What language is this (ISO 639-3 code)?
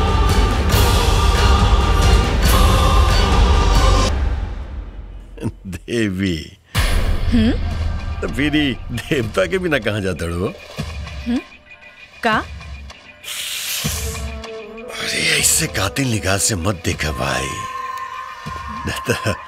bho